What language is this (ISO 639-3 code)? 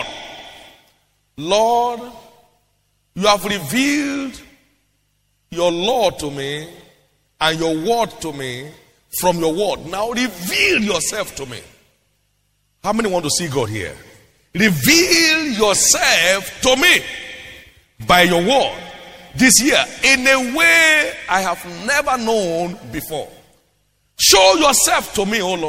eng